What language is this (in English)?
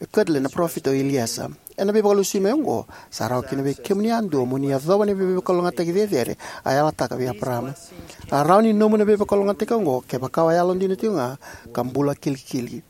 Fijian